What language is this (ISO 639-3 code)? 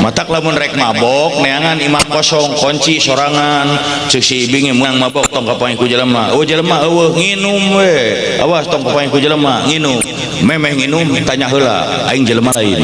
sun